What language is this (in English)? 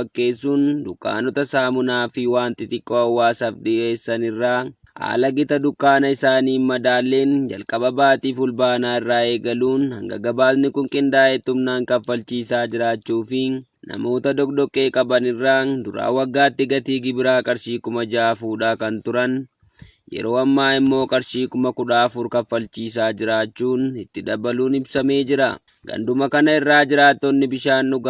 Oromo